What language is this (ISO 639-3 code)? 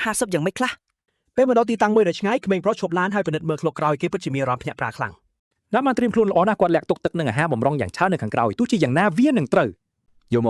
khm